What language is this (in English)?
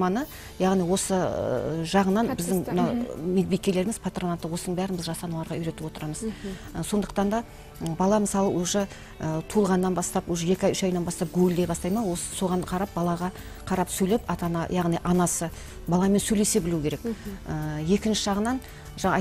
Kazakh